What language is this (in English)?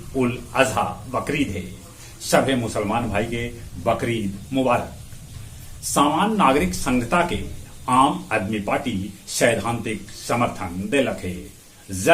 Magahi